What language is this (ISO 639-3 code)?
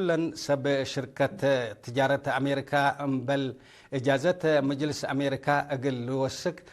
tig